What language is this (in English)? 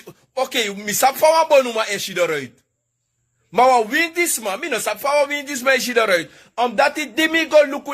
Sranan Tongo